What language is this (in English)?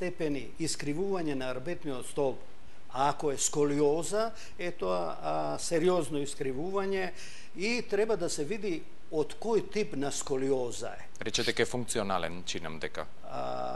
Macedonian